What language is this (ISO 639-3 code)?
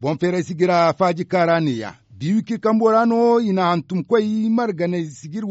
dje